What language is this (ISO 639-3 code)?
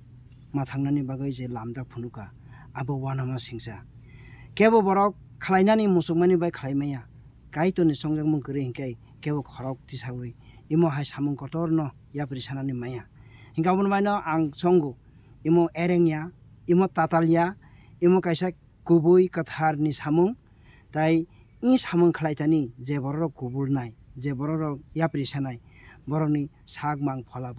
trp